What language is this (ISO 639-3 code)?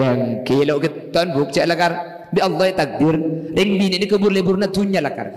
mad